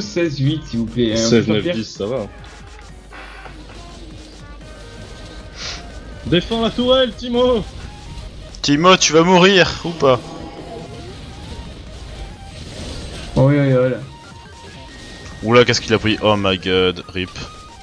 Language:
French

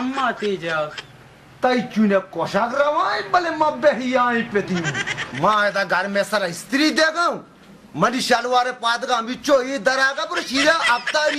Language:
Baluchi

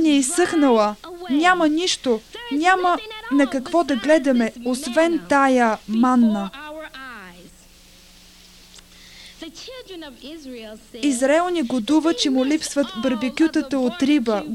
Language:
Bulgarian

